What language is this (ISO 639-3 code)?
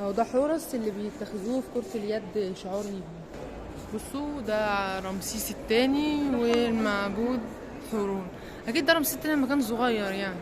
arz